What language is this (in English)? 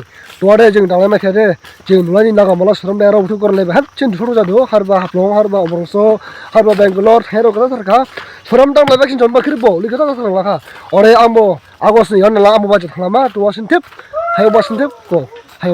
Dimasa